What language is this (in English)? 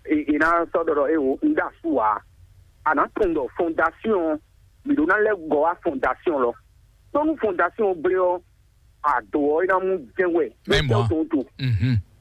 Fon